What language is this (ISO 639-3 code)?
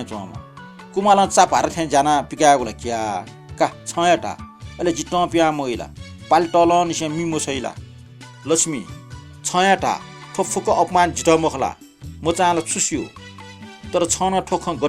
new